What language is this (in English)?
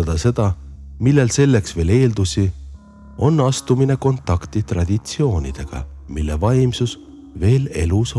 Estonian